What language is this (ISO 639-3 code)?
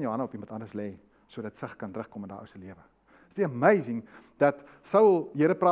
afr